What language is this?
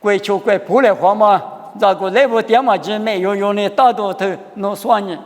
Lisu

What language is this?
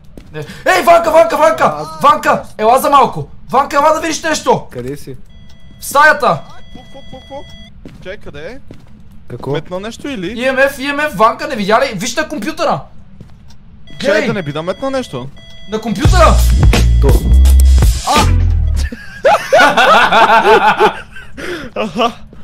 Bulgarian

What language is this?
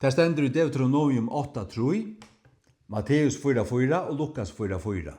Faroese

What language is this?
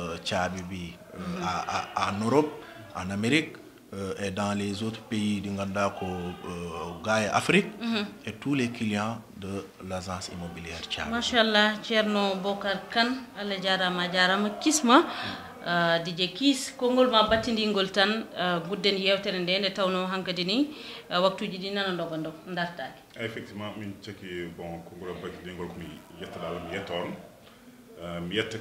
Fula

